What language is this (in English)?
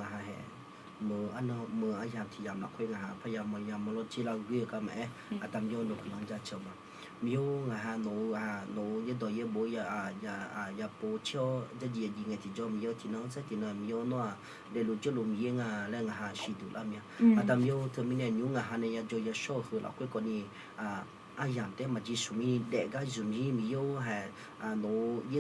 Akha